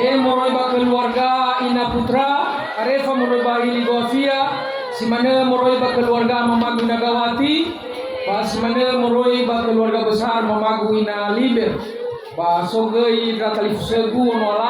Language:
Nias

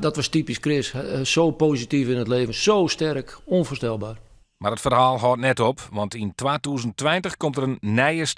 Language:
Western Frisian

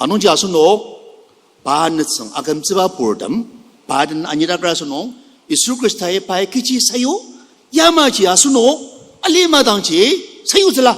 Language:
Ao Naga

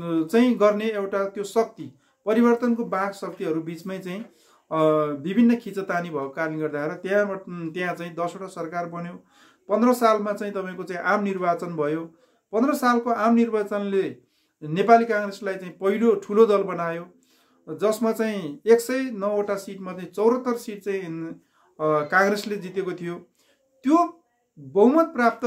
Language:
Nepali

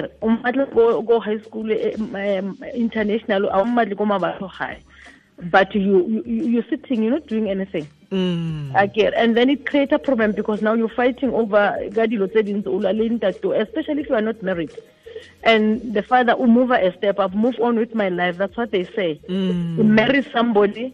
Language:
Tswana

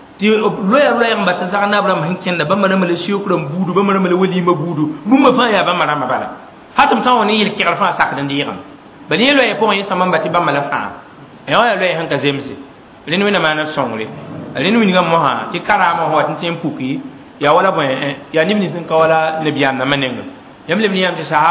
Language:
Mossi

